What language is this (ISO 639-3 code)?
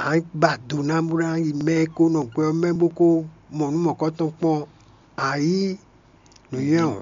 fon